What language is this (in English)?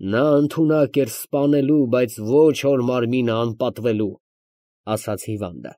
Armenian